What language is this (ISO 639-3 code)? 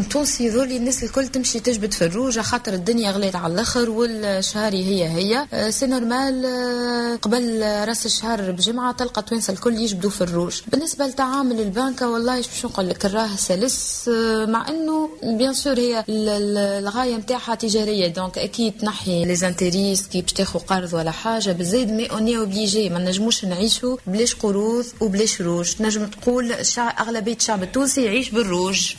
aeb